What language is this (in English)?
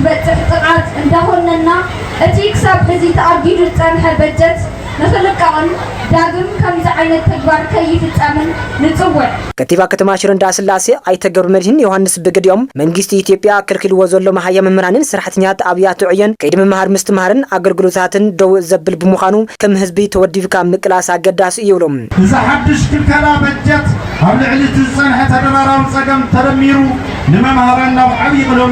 Tigrinya